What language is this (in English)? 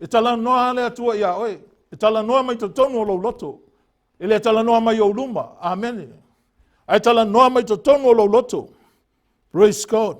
Samoan